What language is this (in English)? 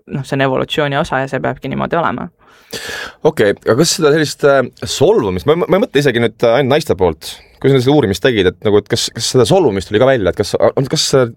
Estonian